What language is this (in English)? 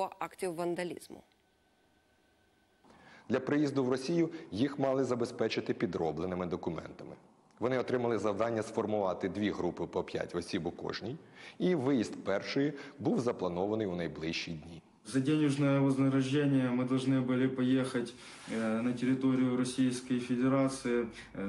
Ukrainian